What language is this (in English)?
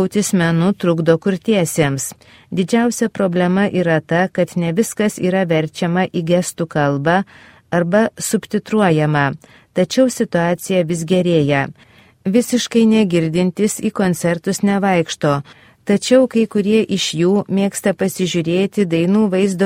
Lithuanian